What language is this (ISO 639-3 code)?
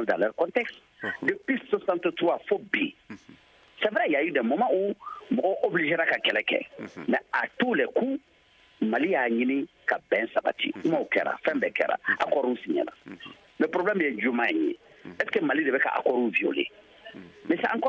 bam